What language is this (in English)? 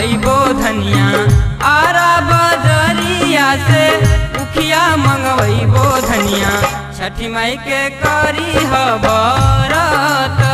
Bhojpuri